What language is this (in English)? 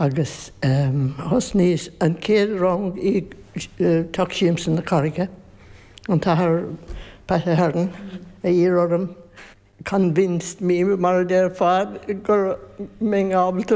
Irish